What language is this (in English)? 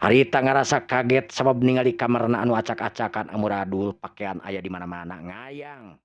Sundanese